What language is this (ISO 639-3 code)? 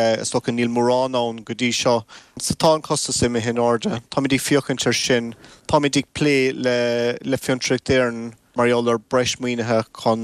gle